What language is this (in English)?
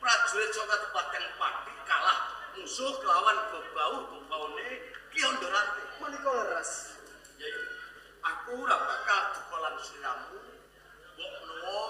Javanese